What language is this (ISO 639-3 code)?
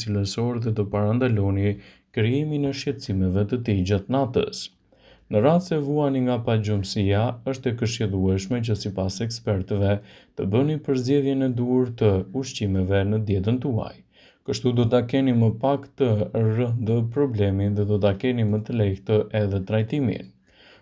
sqi